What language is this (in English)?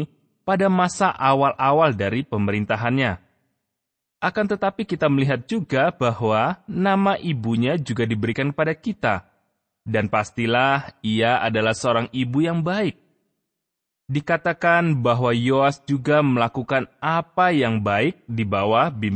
Indonesian